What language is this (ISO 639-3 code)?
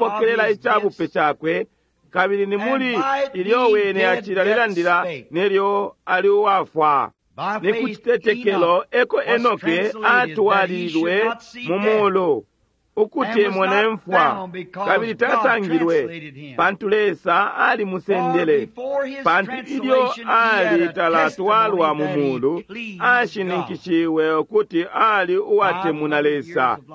bem